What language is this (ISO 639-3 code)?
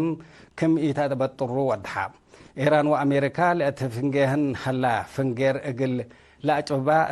tig